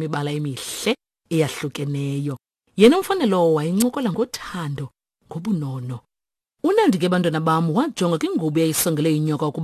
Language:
Xhosa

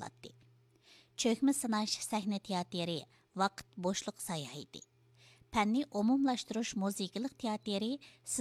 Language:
Uyghur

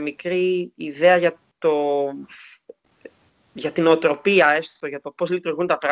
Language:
Greek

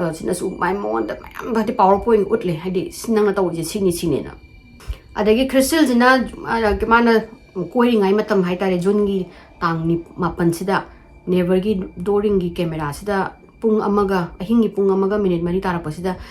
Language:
Manipuri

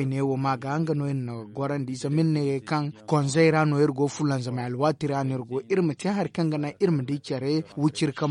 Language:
Zarma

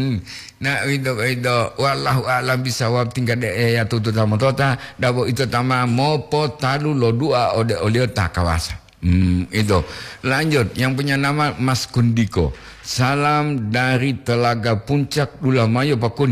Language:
Gorontalo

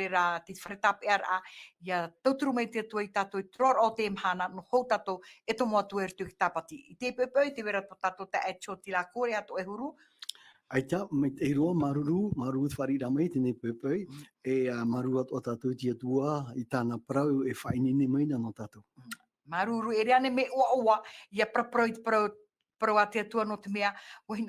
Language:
Tahitian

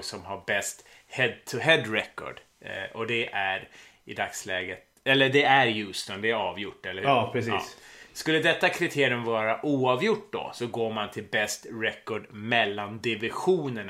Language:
Swedish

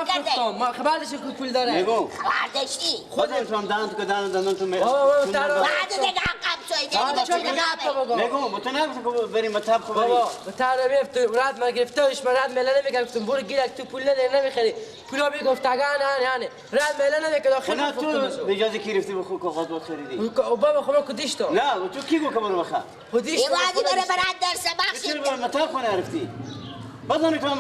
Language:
Persian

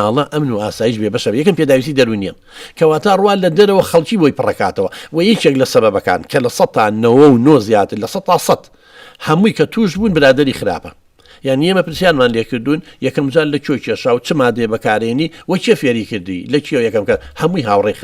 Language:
Central Kurdish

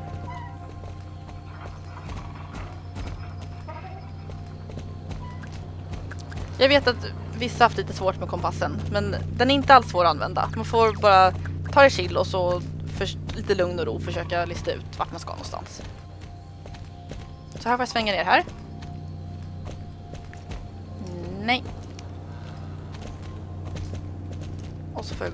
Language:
Swedish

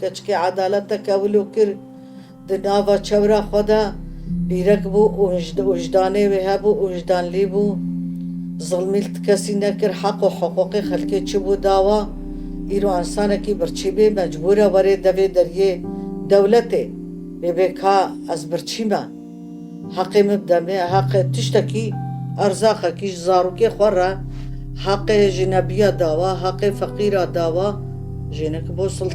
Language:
Kurdish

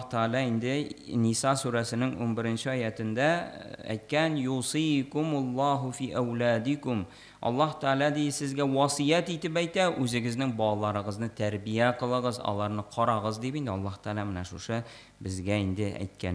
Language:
Tatar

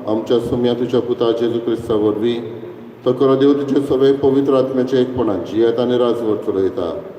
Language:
Konkani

